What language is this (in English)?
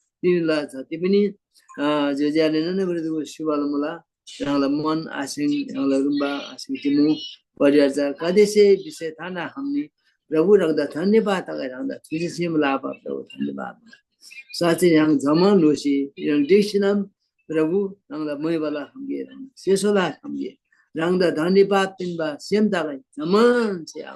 Eastern Tamang